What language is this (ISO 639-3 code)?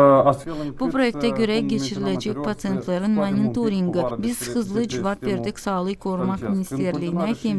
gag